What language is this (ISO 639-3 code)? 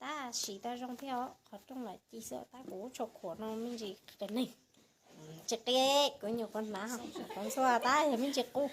hmn